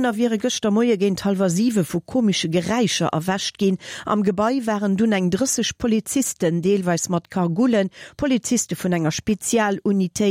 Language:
Luxembourgish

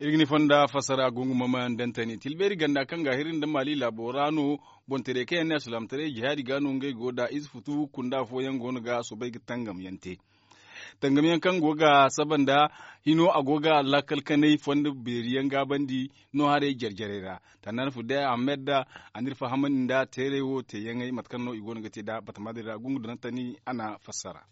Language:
Zarma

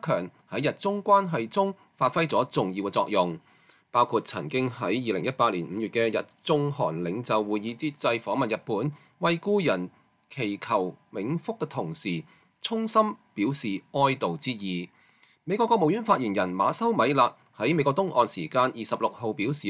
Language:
Cantonese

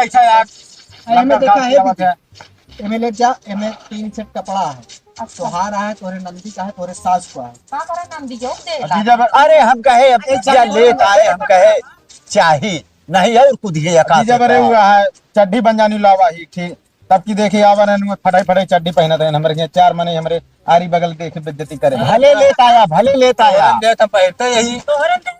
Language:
Awadhi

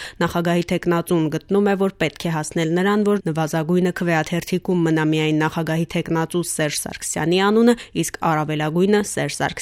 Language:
Armenian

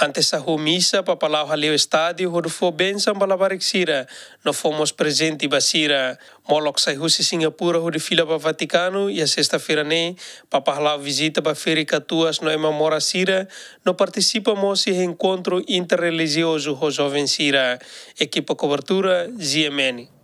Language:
Tetum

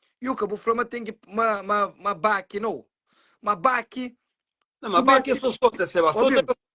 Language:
Kabuverdianu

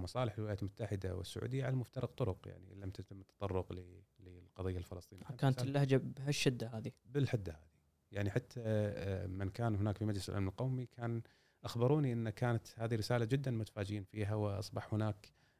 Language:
Gulf Arabic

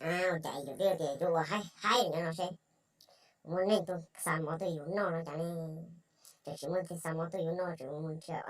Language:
Hmong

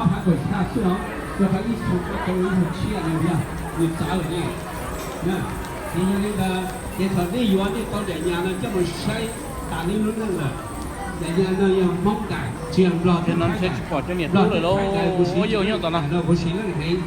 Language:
Hmong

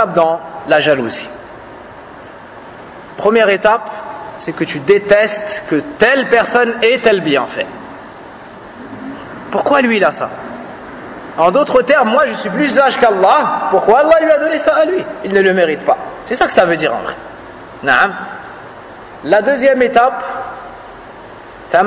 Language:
French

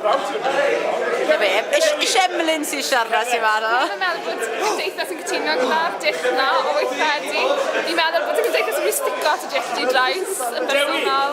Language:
Welsh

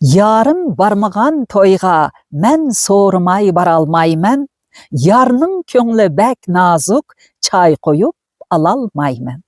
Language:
Uyghur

